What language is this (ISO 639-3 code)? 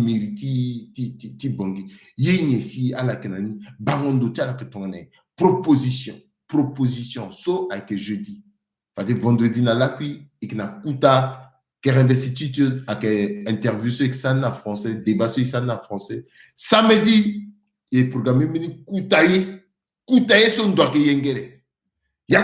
sag